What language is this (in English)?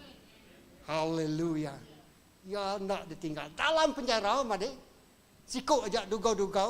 Iban